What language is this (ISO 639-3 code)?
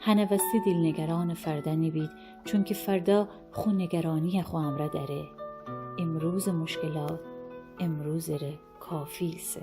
glk